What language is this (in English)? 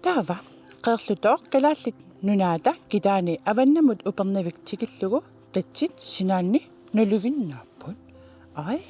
Kalaallisut